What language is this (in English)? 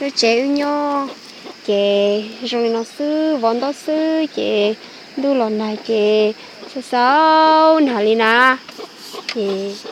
Hmong